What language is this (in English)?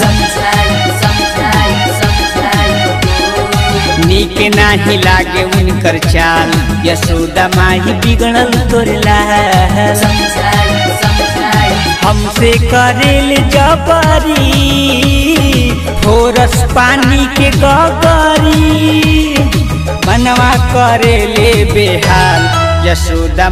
Bhojpuri